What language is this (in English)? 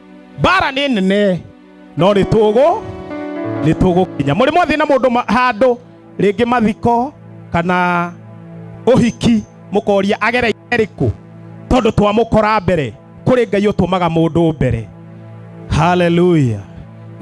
Kikuyu